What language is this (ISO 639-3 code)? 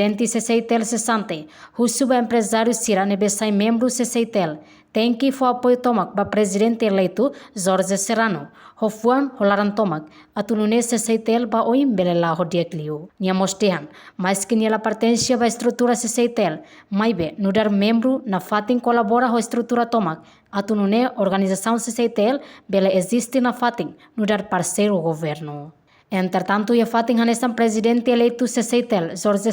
tet